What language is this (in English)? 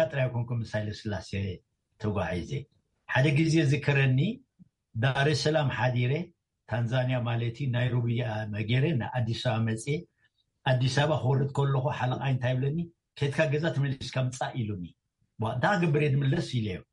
Tigrinya